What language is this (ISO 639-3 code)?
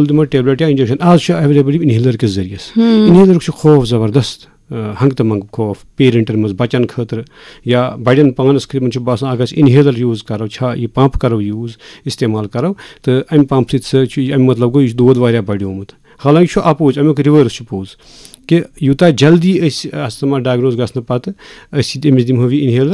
kas